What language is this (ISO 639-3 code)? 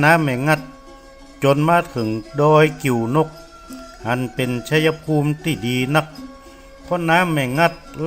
nod